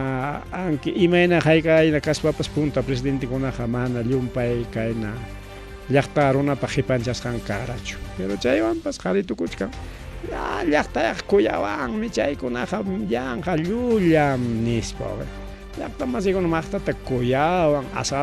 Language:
Ayacucho Quechua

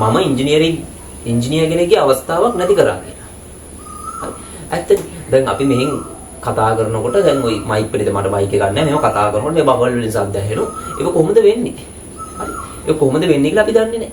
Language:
Sinhala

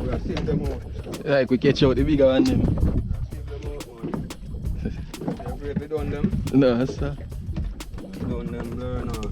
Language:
Jamaican Creole English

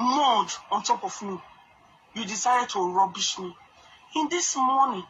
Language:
Nigerian Pidgin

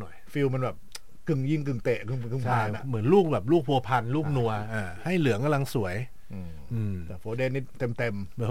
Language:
Thai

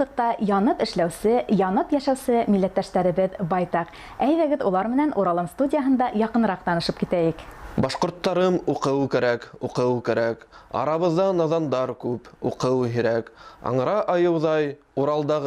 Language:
Bashkir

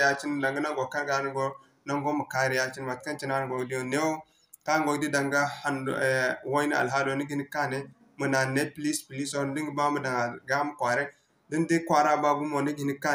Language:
Zarma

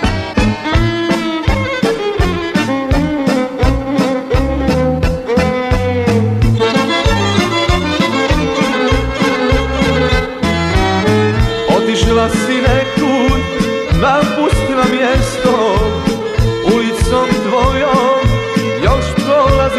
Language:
Croatian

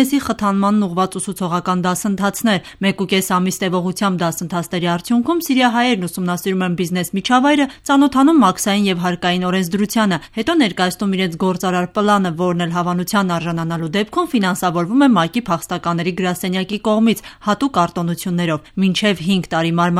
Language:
Armenian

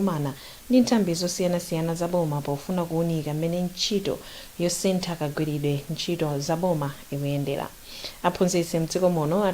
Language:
Nyanja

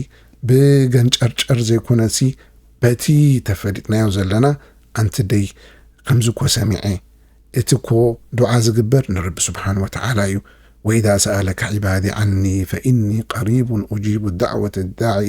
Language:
Tigrinya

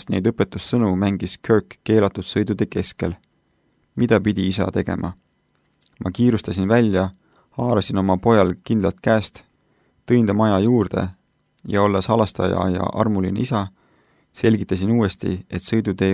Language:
Estonian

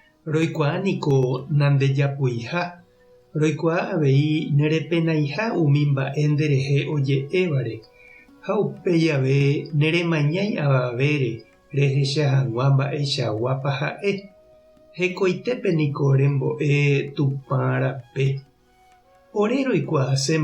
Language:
Guarani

